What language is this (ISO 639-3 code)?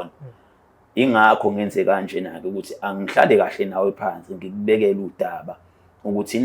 zul